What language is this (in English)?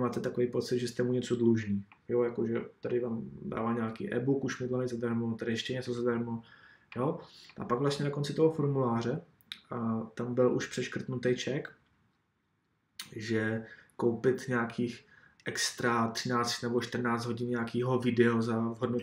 Czech